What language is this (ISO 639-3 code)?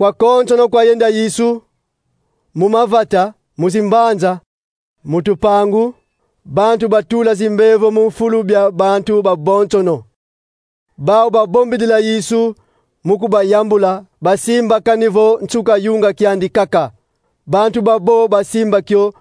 kon